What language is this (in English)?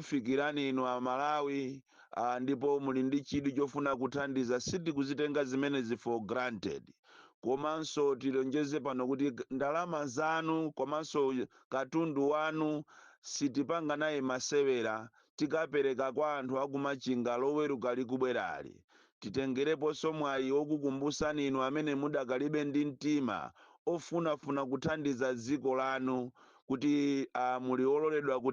Nyanja